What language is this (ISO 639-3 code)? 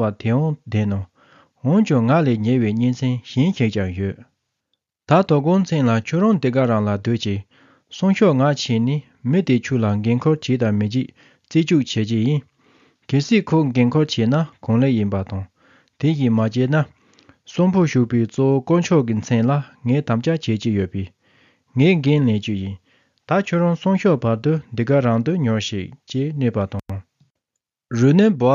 bod